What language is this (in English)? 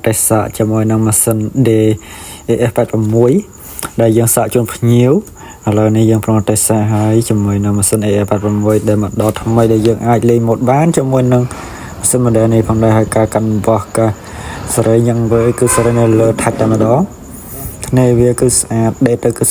Khmer